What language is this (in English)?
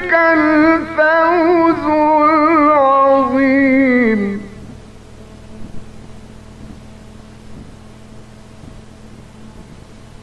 Arabic